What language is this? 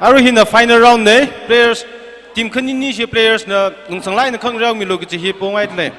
Tangkhul Naga (India)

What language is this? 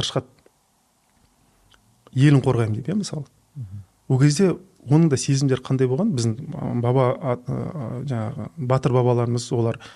Kazakh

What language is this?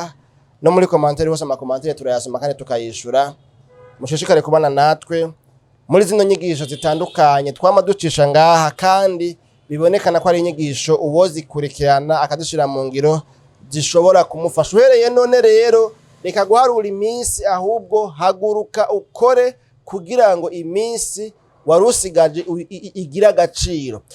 Rundi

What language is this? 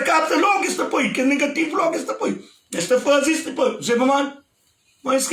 Kabuverdianu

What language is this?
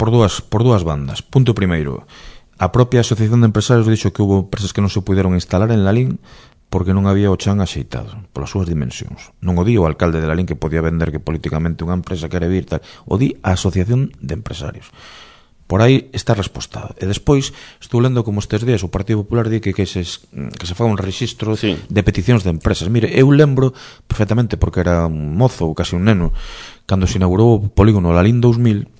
Galician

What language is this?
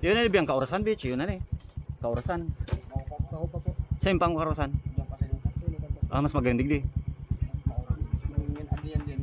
Bikol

